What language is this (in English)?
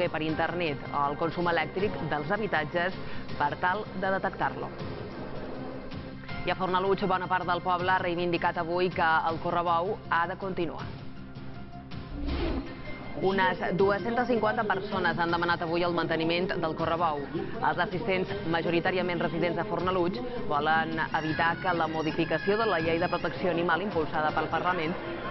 Catalan